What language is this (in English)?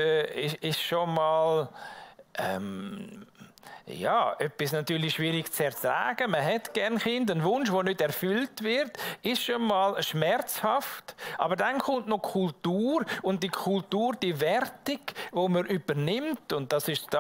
Swiss German